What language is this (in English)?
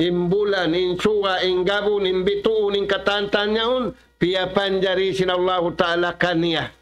Tausug